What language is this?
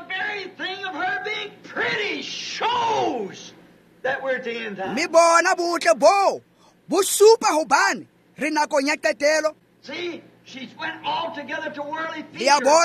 Tswana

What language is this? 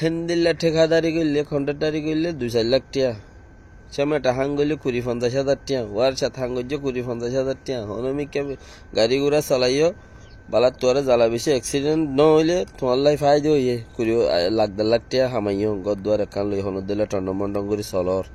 Rohingya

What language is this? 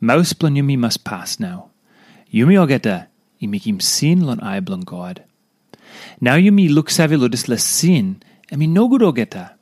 Tok Pisin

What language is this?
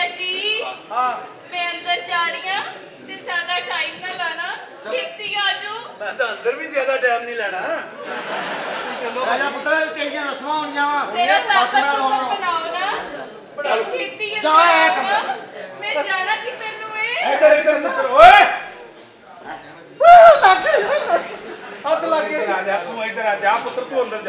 Punjabi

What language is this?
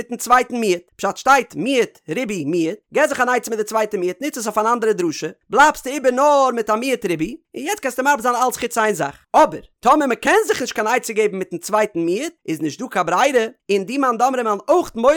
Yiddish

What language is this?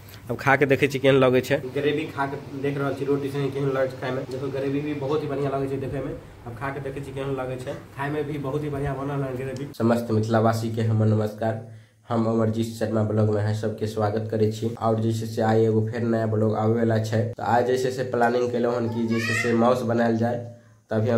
Maithili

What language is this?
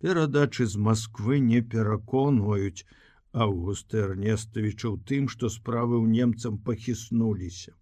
Belarusian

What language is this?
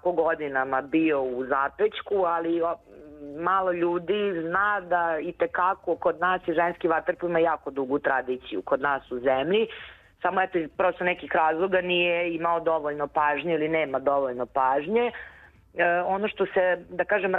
Serbian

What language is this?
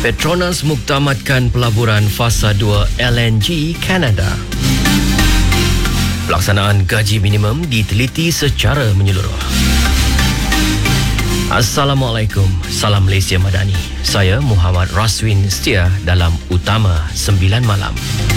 Iban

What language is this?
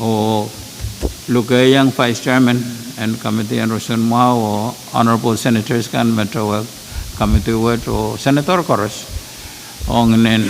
Pohnpeian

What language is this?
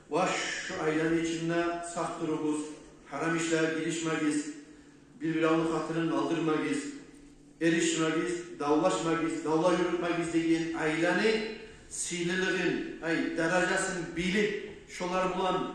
Kumyk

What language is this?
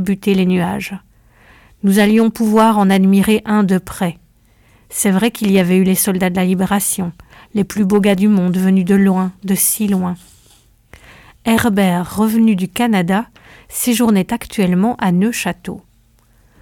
French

